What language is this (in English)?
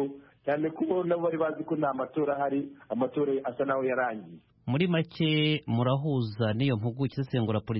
Kinyarwanda